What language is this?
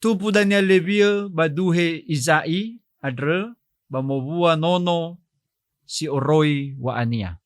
Nias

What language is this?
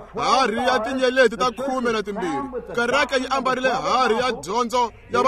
Tsonga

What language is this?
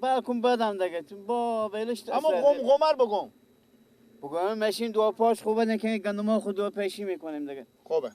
Persian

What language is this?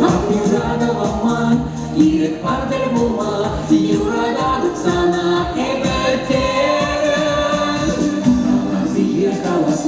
Chuvash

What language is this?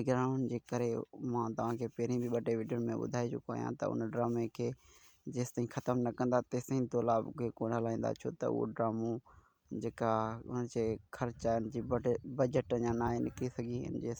Sindhi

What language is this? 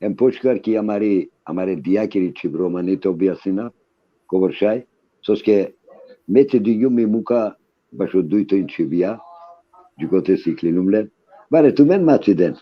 Balkan Romani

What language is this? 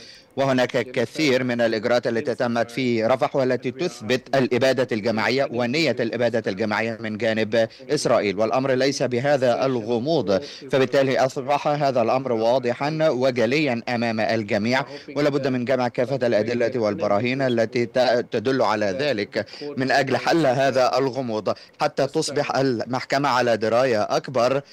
Arabic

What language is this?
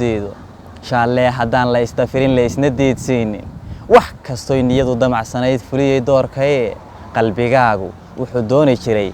Somali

